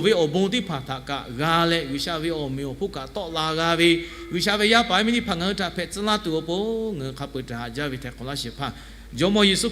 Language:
Lahu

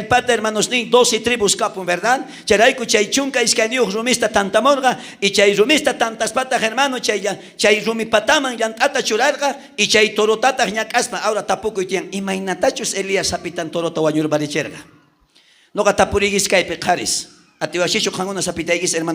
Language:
South Bolivian Quechua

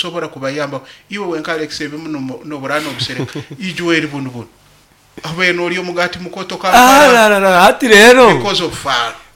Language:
Nyankole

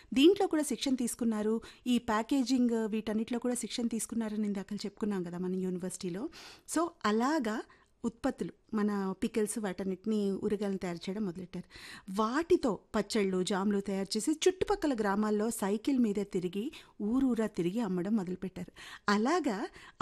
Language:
Telugu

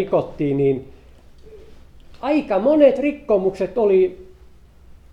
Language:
Finnish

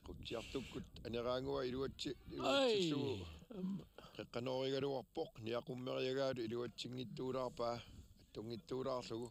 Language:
Kalaallisut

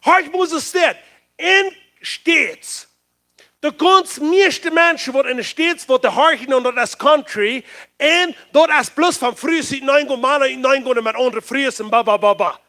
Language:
Plautdietsch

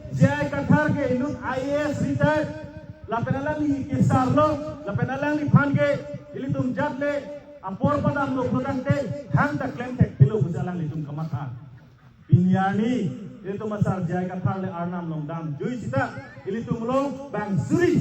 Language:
Karbi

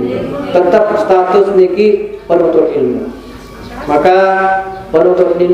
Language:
Sasak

